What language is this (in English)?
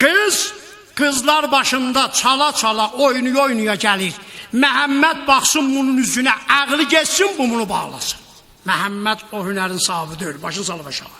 South Azerbaijani